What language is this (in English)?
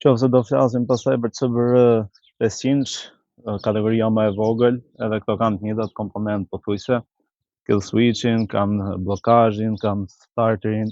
Albanian